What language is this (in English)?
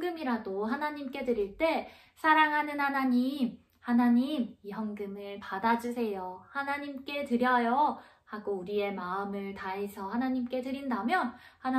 Korean